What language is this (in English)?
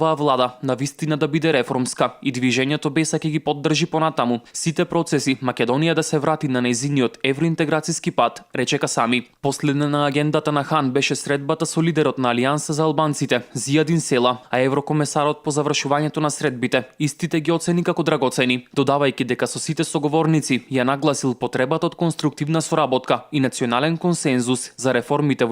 Macedonian